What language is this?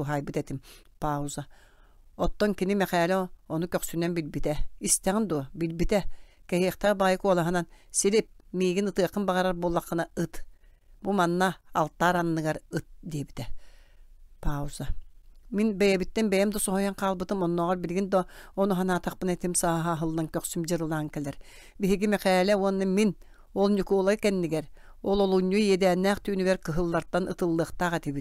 Yakut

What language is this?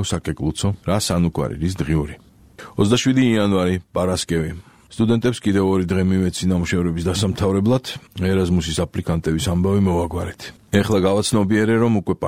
Georgian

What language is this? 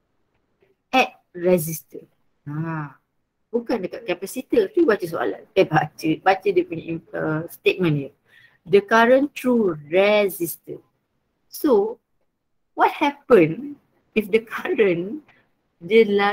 Malay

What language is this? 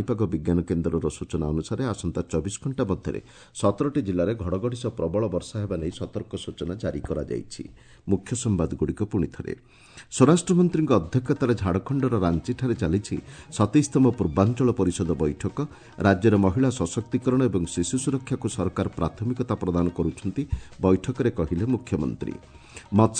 Odia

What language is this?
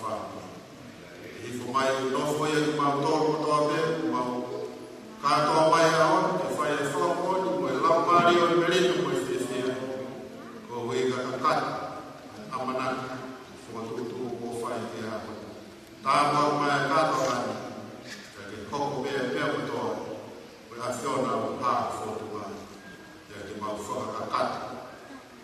Tongan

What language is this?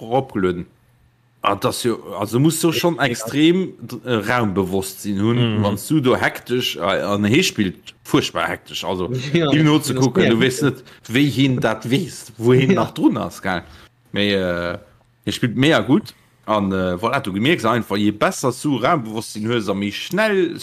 Luxembourgish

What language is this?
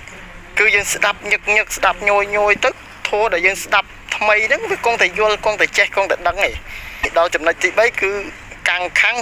Khmer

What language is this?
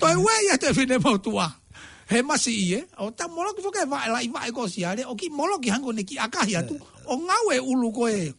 Tongan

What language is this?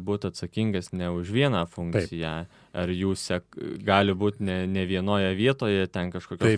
Lithuanian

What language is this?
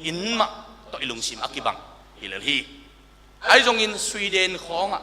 Tedim Chin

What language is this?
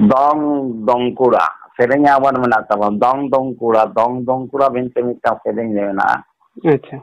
Santali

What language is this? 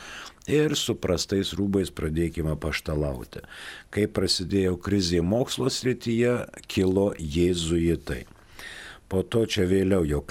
Lithuanian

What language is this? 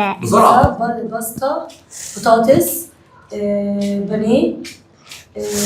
Egyptian Arabic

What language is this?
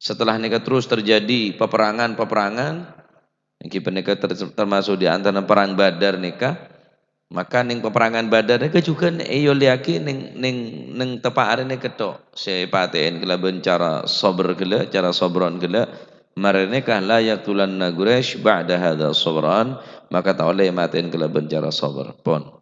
Madurese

